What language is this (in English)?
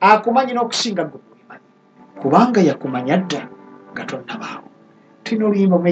Ganda